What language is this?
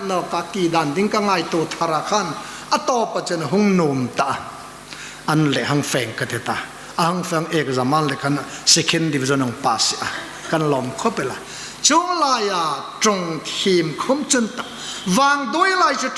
Hmar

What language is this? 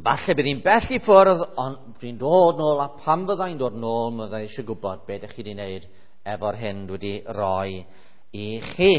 Welsh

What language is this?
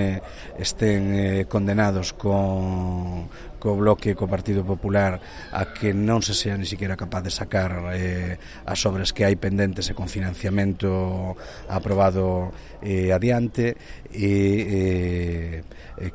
Galician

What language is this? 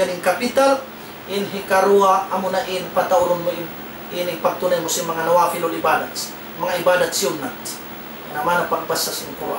Tausug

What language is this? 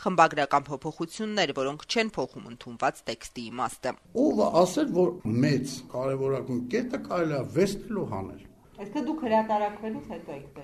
Armenian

